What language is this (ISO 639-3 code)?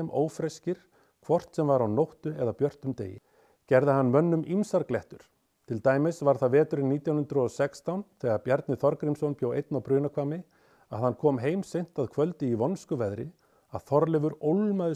isl